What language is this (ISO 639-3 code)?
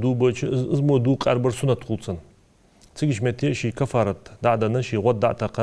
inh